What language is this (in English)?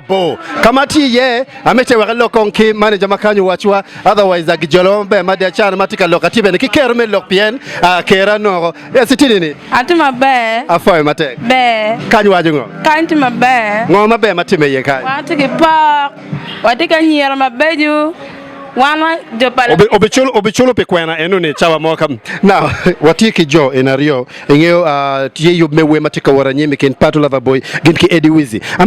Acoli